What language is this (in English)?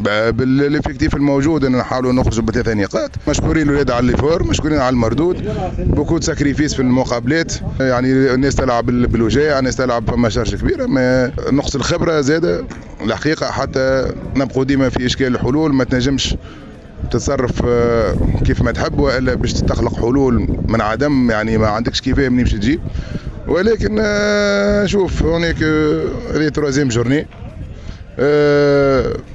Tunisian Arabic